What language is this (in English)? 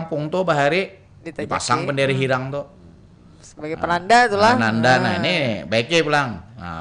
Banjar